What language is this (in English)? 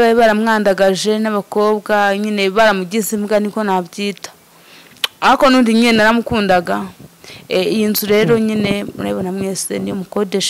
Kinyarwanda